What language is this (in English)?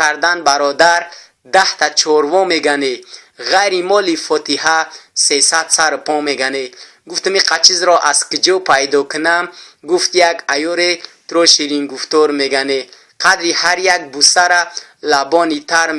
Tajik